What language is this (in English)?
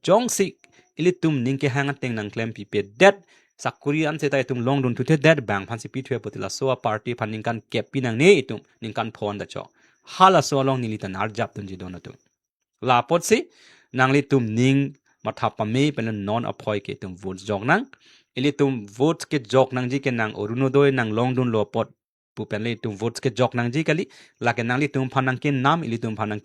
Karbi